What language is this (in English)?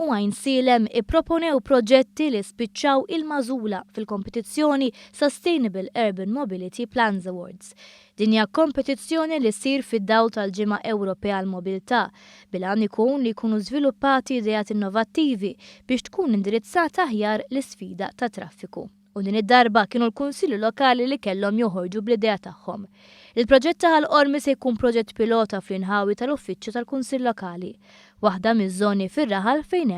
Maltese